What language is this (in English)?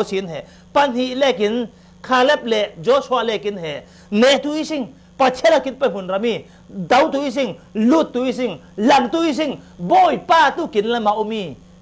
Falam Chin